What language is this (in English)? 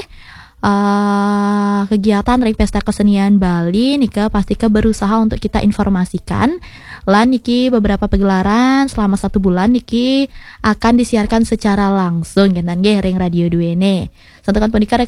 Balinese